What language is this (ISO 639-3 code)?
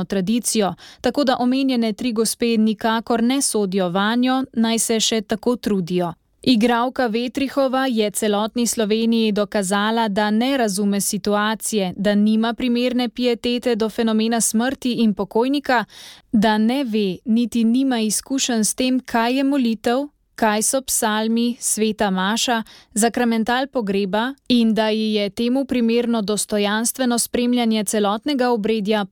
slv